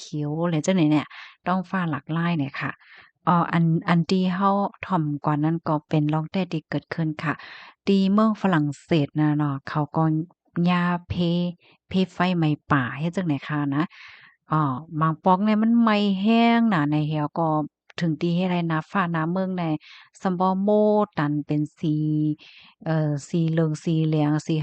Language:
Shan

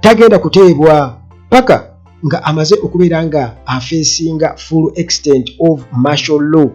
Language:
Ganda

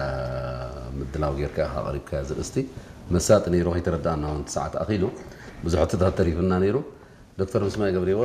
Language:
Tigrinya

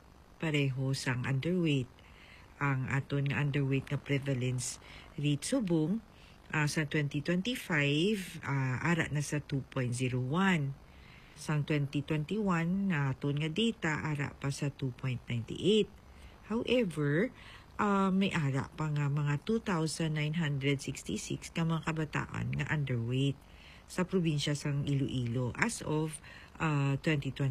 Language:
Hiligaynon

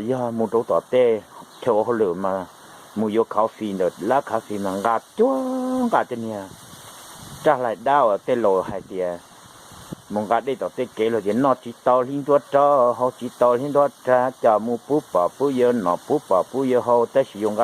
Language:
Hmong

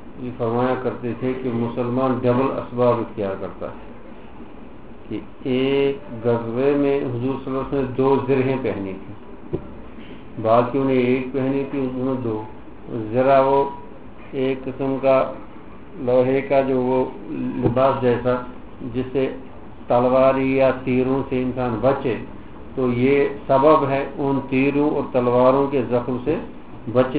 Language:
Urdu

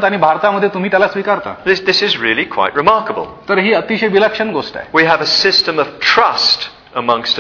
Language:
Marathi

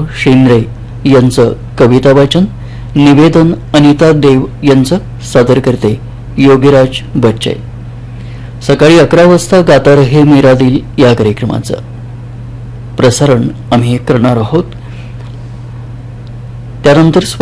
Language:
Marathi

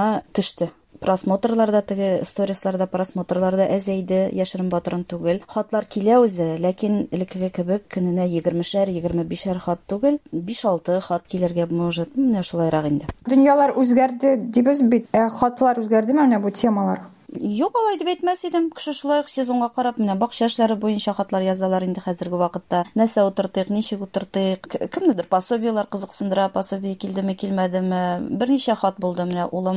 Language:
Tatar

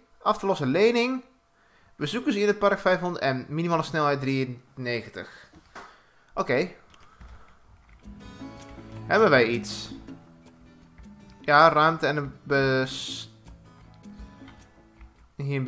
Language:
Dutch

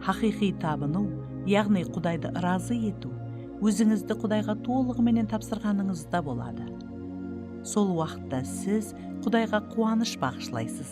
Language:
Kara-Kalpak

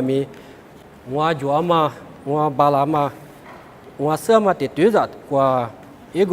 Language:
Lisu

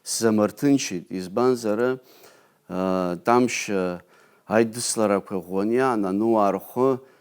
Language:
Abkhazian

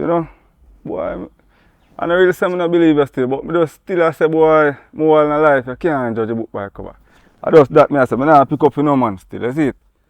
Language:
Jamaican Creole English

